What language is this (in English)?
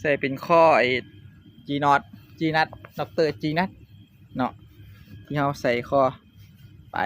Northeastern Thai